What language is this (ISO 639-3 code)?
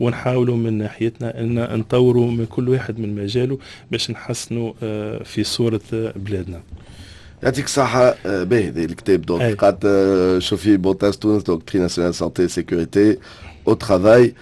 aeb